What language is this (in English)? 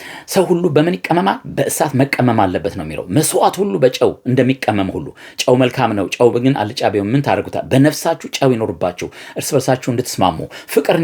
Amharic